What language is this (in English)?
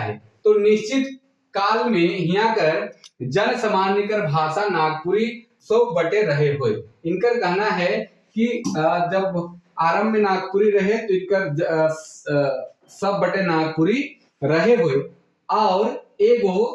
Sadri